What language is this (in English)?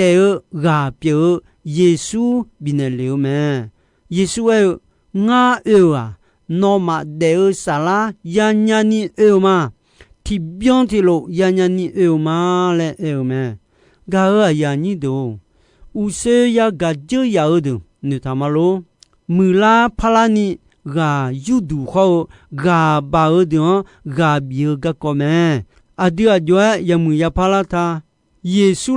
Akha